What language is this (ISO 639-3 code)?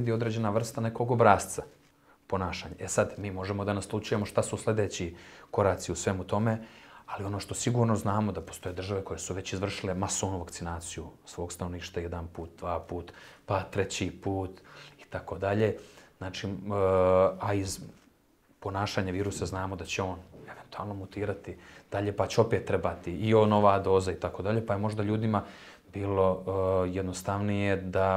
bos